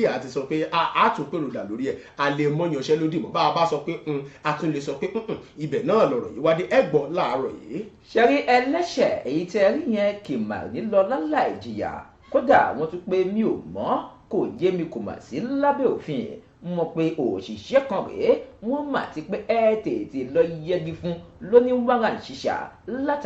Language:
Yoruba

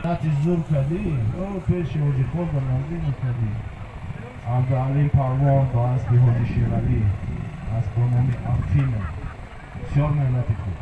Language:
Tajik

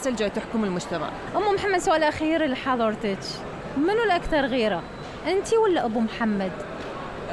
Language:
Mesopotamian Arabic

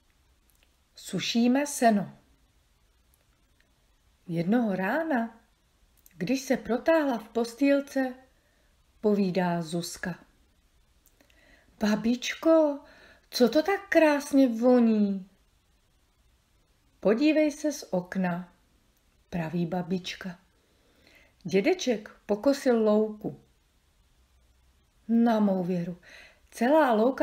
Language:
Czech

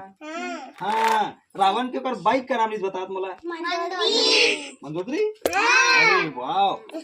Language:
Chhattisgarhi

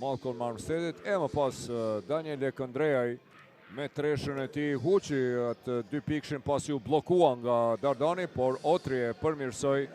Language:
Albanian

